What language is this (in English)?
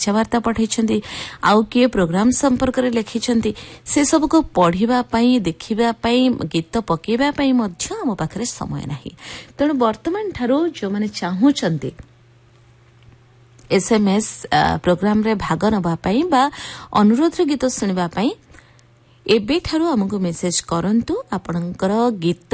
Odia